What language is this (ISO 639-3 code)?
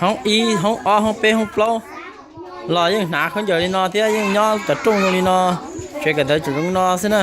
hmn